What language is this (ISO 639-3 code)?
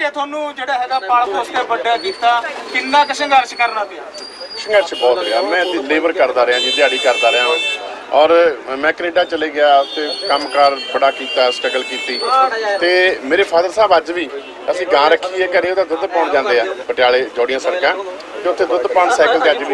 pan